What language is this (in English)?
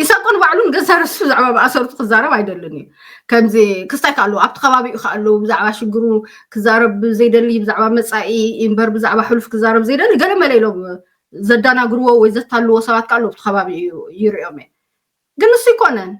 Tigrinya